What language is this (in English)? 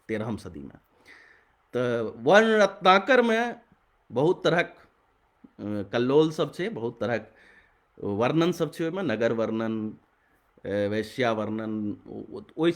Maithili